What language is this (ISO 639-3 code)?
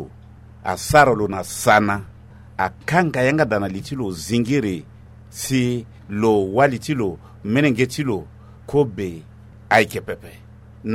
sag